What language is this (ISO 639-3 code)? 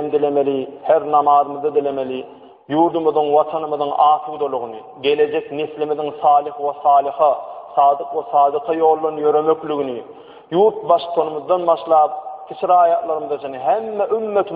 tuk